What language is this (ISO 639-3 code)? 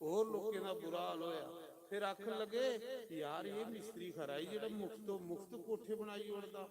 doi